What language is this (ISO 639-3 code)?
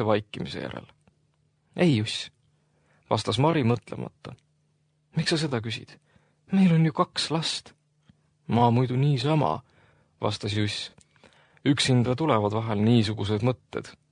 est